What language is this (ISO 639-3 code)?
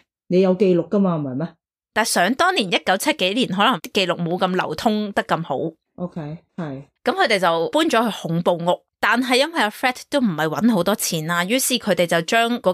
yue